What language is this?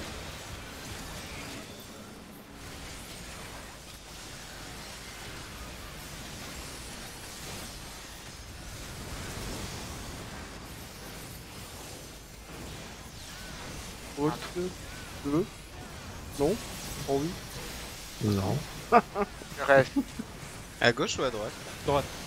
French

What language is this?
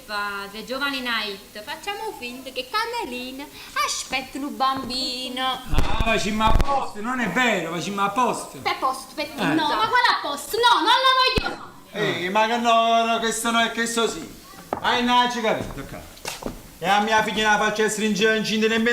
Neapolitan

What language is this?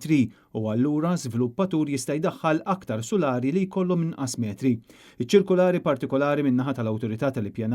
Maltese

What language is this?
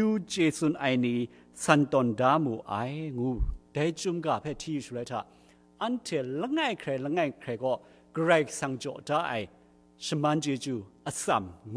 Kachin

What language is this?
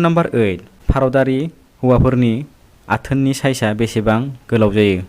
Bodo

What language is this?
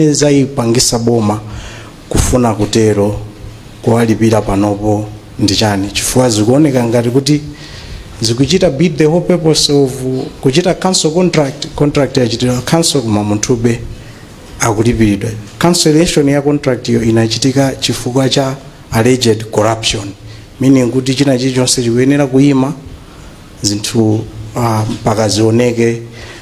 Nyanja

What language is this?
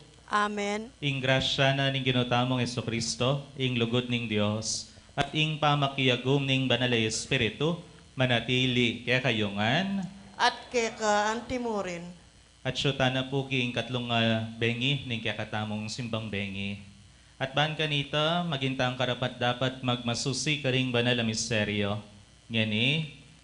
Pampanga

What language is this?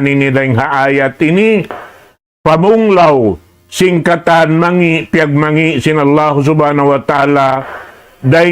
Tausug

